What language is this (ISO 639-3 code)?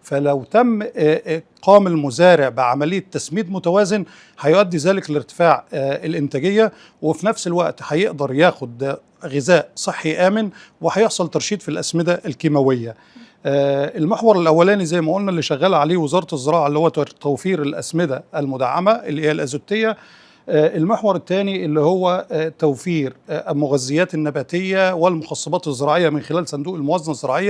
arz